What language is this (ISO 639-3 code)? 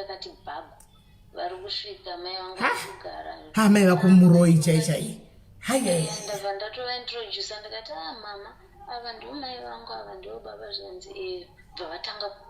sna